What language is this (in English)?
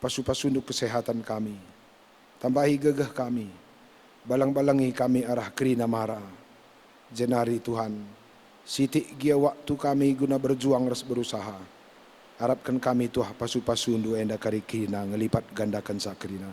Batak Karo